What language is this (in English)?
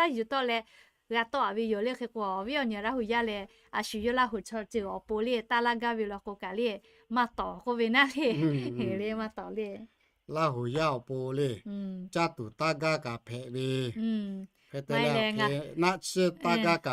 Lahu